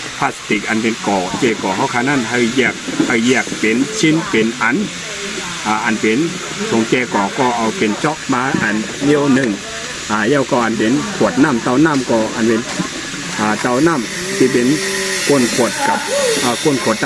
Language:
Shan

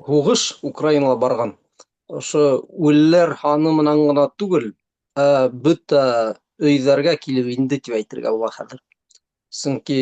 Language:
Bashkir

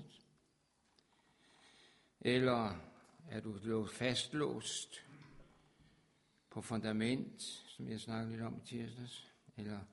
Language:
Danish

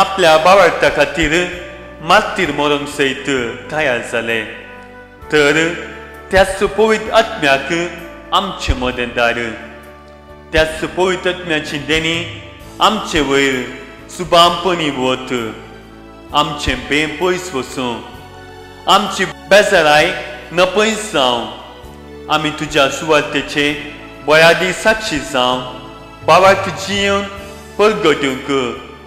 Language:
Konkani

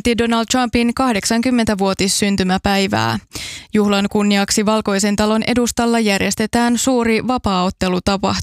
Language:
Finnish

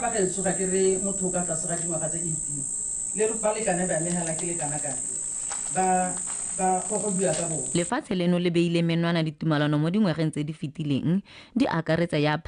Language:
Tswana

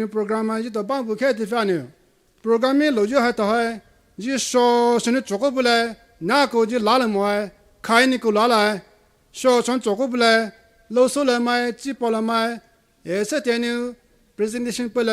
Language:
Poumei Naga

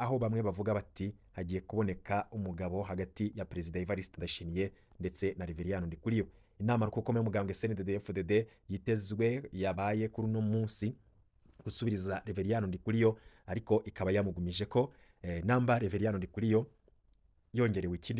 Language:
Rundi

